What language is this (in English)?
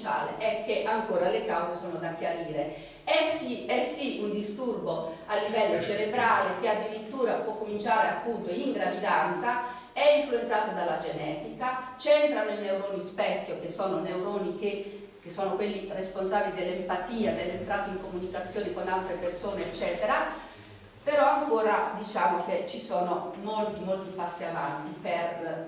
Italian